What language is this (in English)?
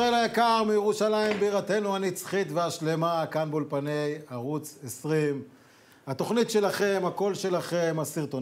Hebrew